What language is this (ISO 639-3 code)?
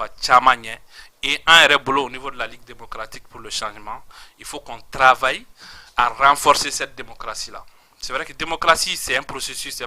bam